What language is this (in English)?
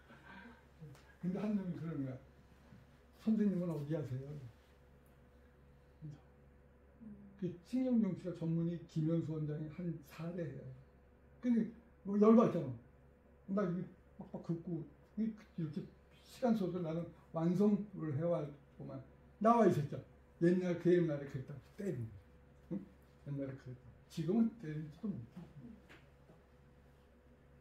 Korean